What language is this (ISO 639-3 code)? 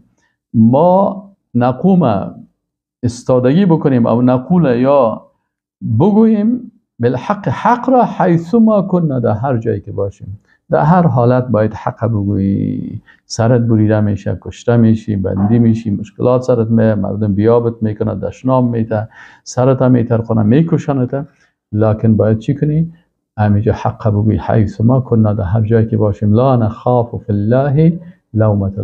fas